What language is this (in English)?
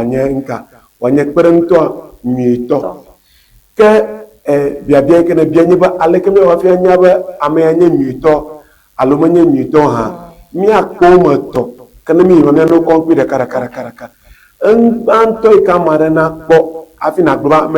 Ewe